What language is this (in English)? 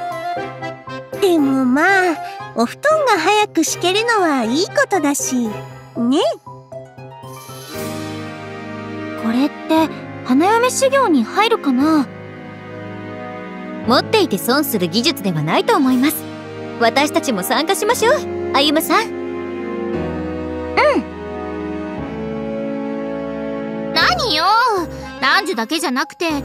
Japanese